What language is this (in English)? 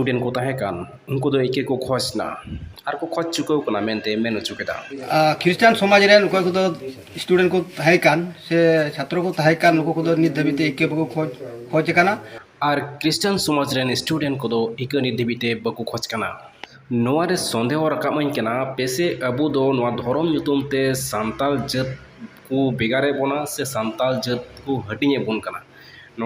Santali